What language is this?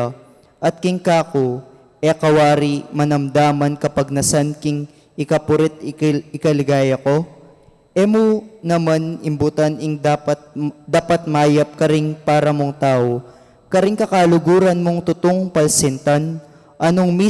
Pampanga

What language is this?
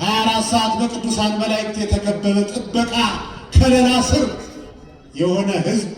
Amharic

